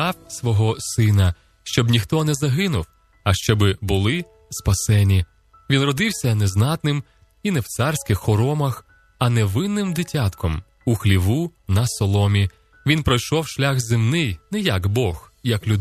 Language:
Ukrainian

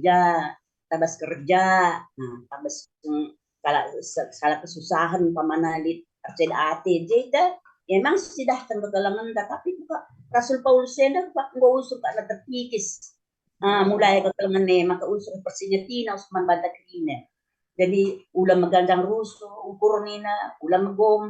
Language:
Batak Karo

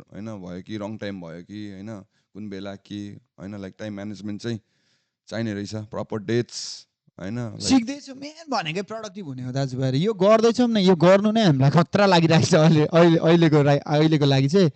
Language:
Nepali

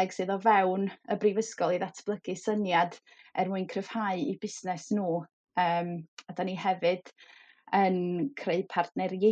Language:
Welsh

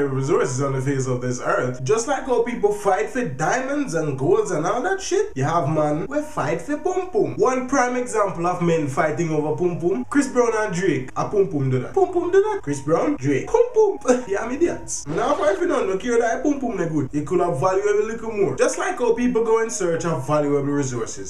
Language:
Jamaican Creole English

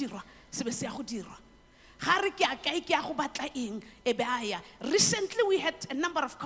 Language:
Tswana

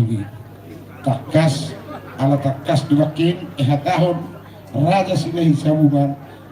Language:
Batak Toba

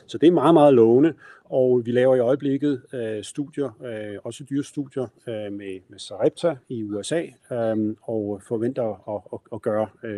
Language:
Danish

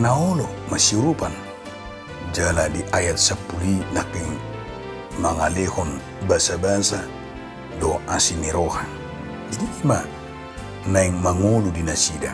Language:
Batak Toba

